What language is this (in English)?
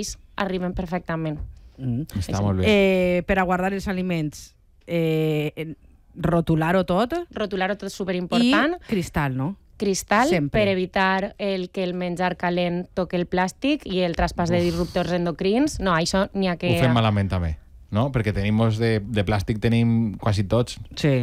Catalan